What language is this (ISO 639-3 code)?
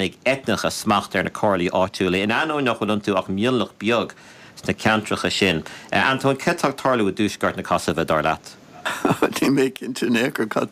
gle